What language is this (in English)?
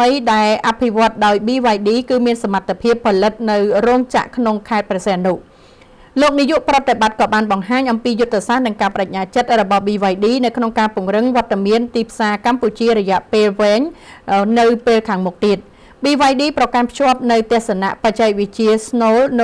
Khmer